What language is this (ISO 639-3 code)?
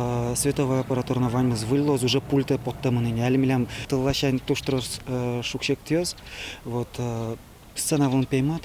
udm